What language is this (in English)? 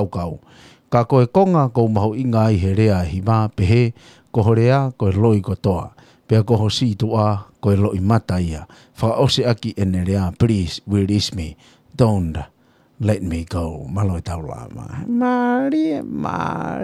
Tongan